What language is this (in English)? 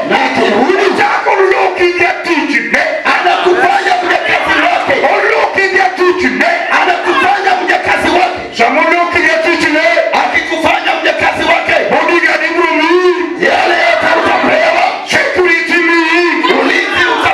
Luo (Kenya and Tanzania)